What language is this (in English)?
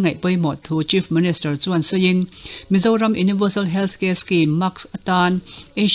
Mizo